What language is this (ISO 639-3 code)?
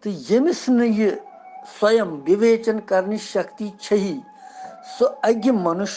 kas